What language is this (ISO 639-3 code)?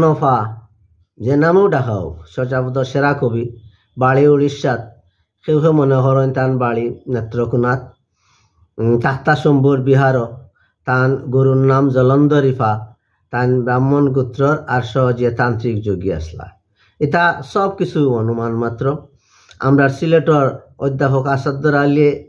syl